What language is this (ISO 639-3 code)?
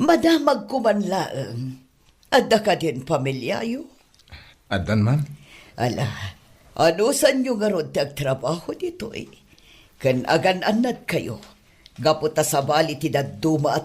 ilo